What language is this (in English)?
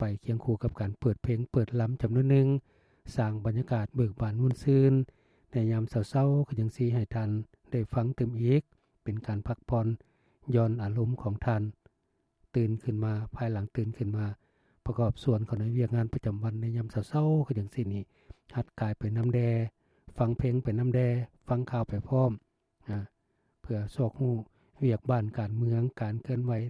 Lao